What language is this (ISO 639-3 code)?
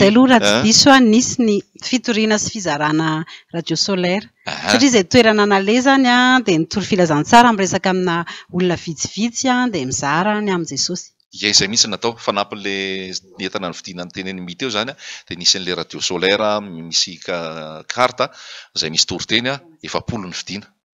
mlg